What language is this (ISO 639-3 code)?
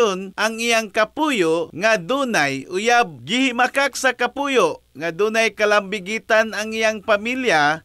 ceb